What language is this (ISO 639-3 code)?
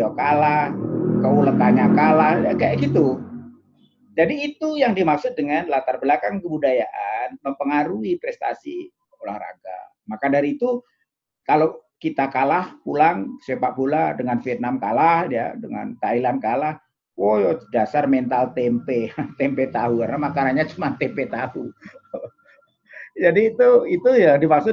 ind